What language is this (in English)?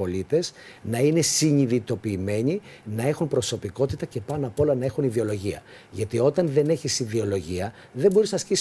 Greek